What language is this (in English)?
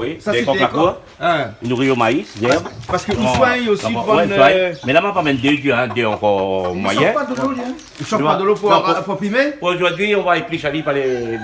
Réunion Creole French